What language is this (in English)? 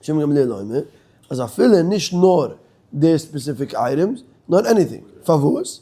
Yiddish